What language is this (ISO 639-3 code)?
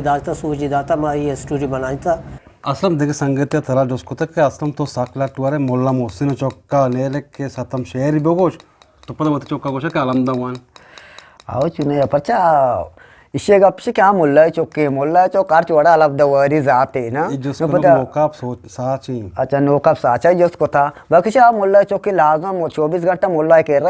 bgp